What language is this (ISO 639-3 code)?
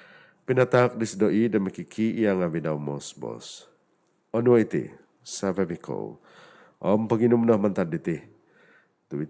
dtp